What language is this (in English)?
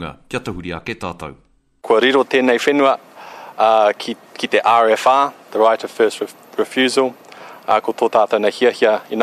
Māori